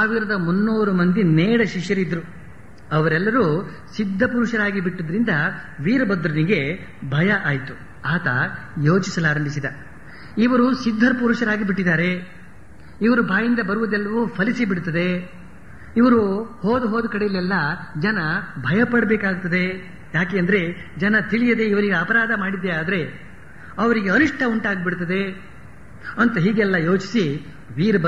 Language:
Kannada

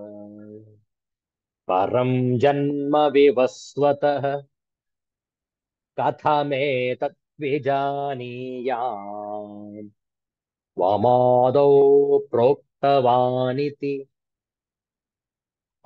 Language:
Kannada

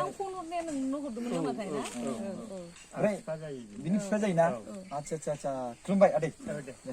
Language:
Bodo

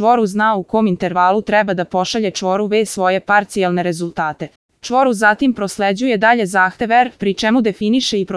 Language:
Serbian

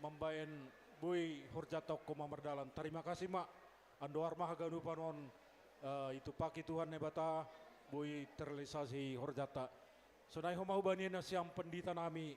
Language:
Batak Simalungun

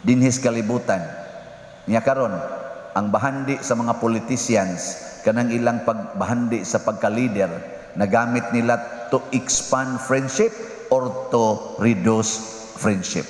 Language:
Cebuano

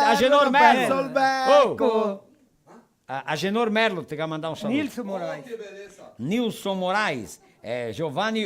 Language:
Venetian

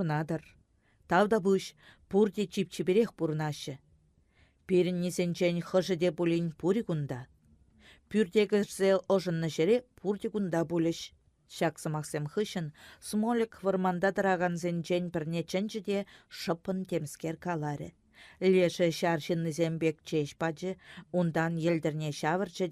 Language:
Chuvash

